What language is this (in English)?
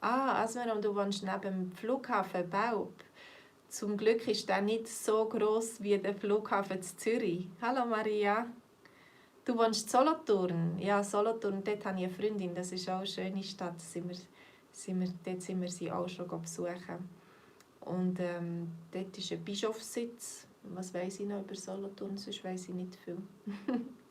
Swiss German